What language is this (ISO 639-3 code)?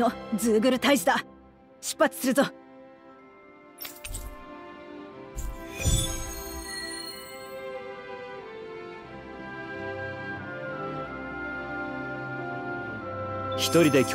jpn